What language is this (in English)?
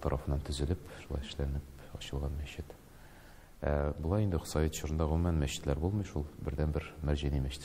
Tatar